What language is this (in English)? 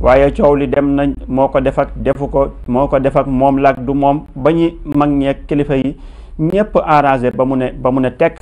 Wolof